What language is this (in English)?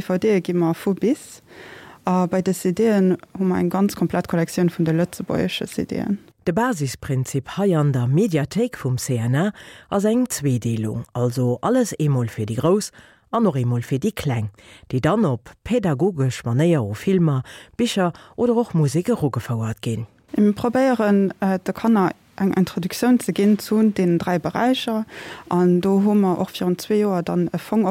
Luxembourgish